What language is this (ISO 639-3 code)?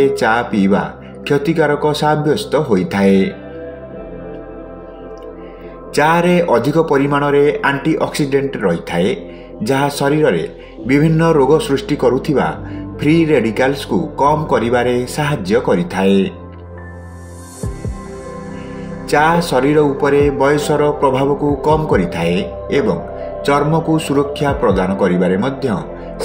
ori